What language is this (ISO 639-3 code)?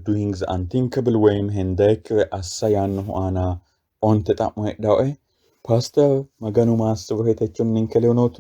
sid